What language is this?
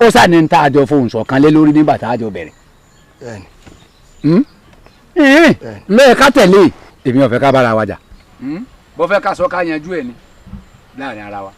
Yoruba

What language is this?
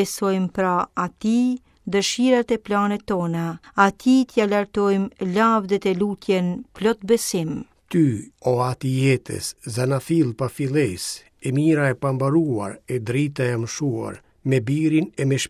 Albanian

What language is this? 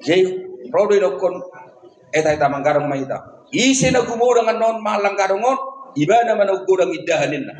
Batak Toba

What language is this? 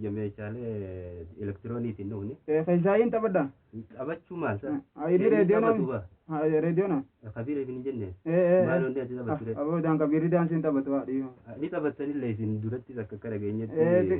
Oromo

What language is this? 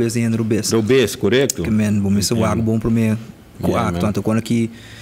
Papiamento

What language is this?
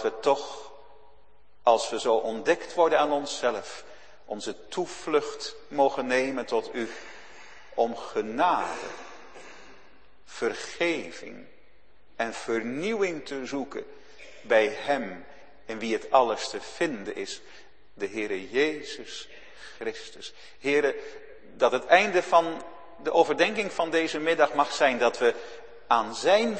Dutch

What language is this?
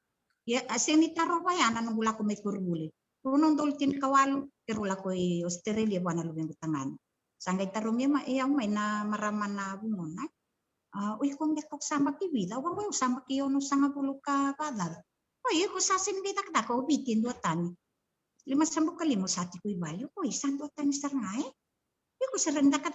Fijian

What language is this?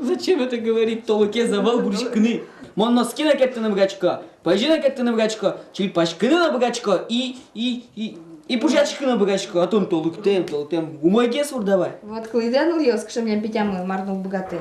Udmurt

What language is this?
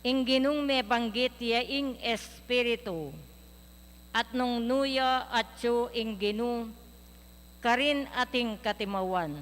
Pampanga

